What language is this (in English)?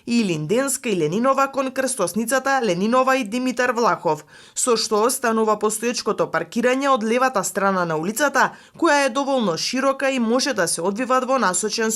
Macedonian